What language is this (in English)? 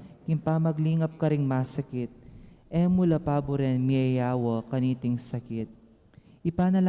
Pampanga